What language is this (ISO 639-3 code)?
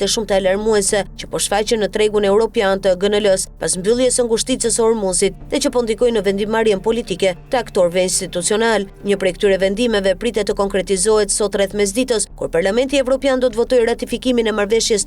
sqi